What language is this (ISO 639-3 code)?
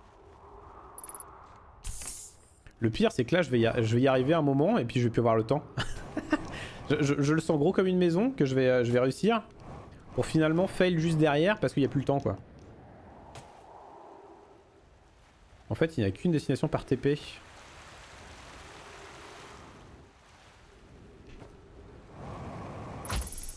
fra